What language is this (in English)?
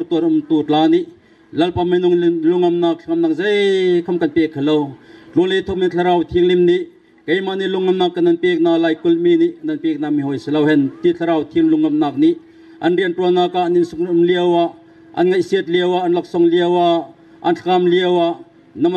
Bawm Chin